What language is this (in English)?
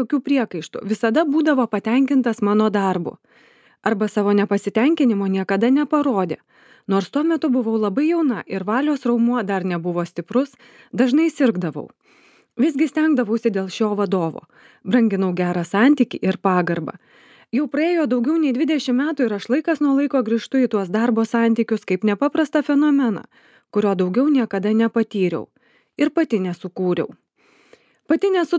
Lithuanian